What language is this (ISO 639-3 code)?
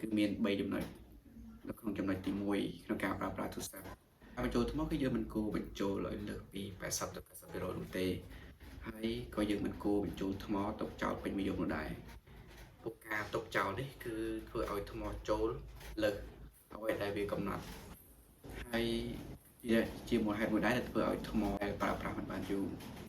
khm